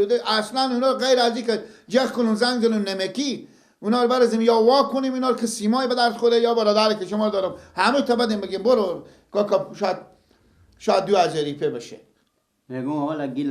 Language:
Persian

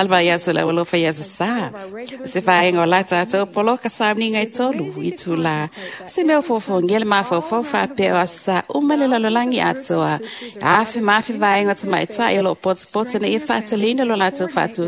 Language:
Samoan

